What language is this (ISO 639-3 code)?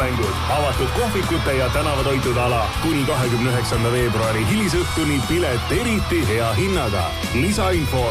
est